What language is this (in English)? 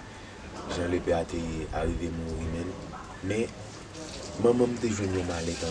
Haitian Creole